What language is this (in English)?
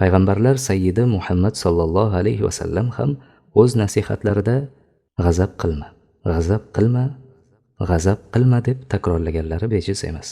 Uzbek